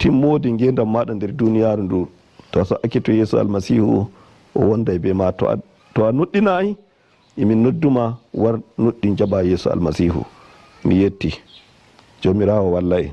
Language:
Nigerian Fulfulde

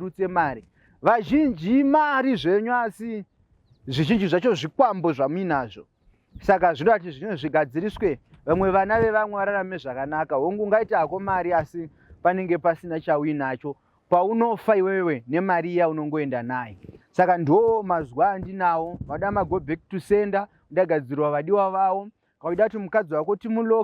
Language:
Shona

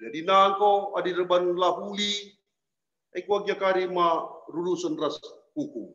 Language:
Batak Karo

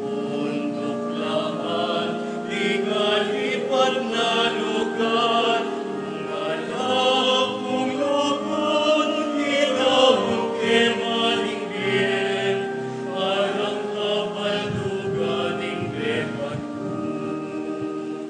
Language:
Pampanga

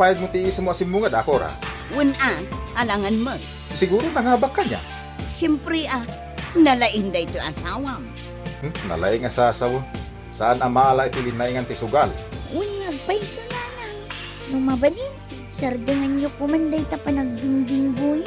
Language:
Iloko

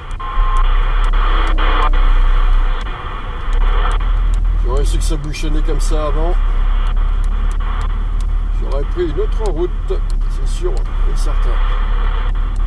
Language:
French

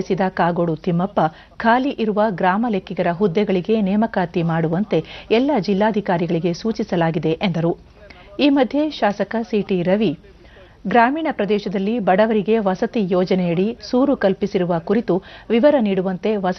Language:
Kannada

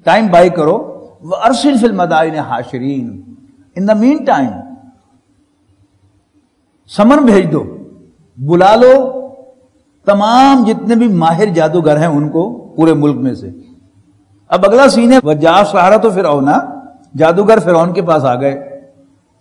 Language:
Urdu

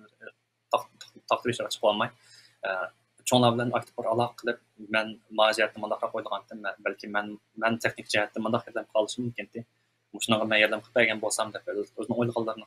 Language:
Uyghur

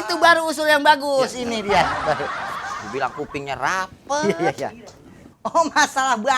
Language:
Betawi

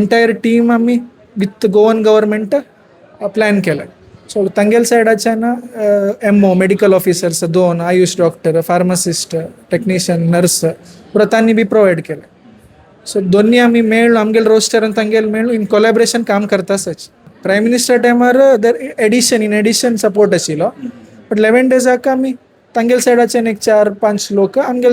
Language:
Konkani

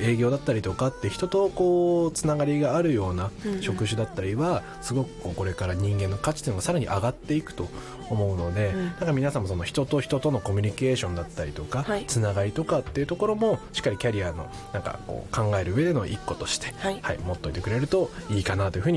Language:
Japanese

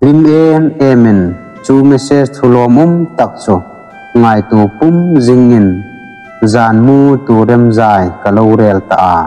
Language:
Hmar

